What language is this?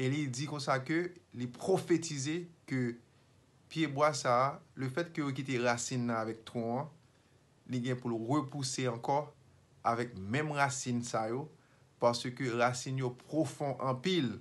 Haitian Creole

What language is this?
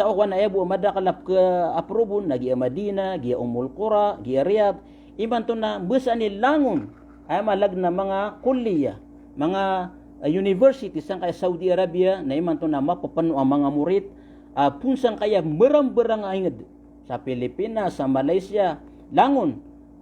Maranao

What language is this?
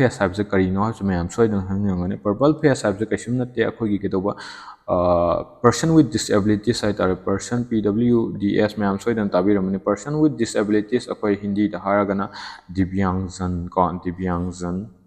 Manipuri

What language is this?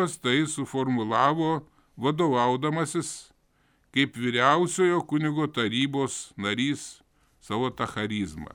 Lithuanian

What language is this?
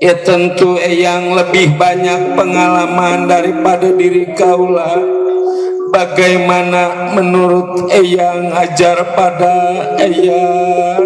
Betawi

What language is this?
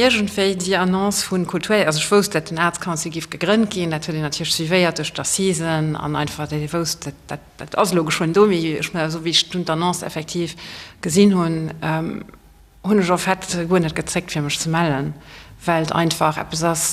Luxembourgish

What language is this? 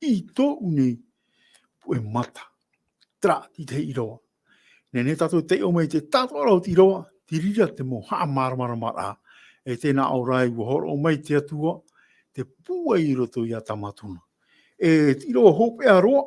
Tahitian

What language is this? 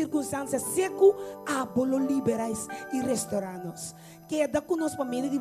Papiamento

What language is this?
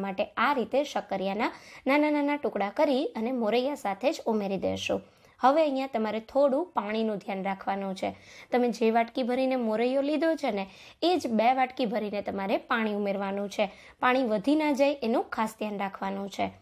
Gujarati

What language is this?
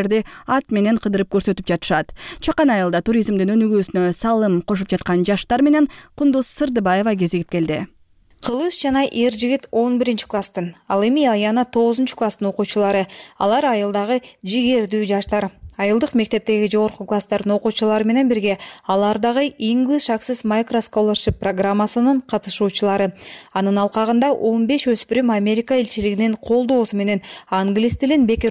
Kyrgyz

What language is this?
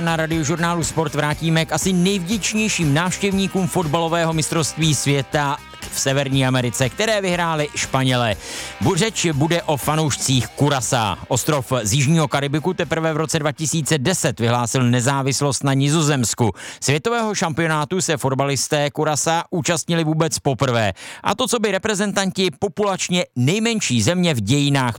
Czech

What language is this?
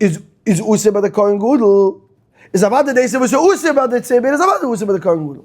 Yiddish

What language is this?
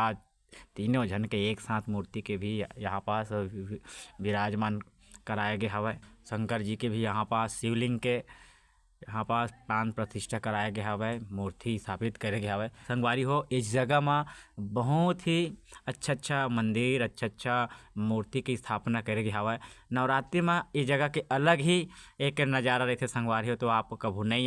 Chhattisgarhi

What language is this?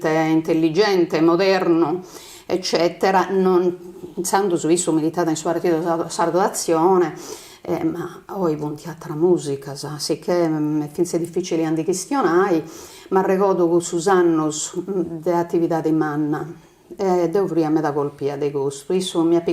Sardinian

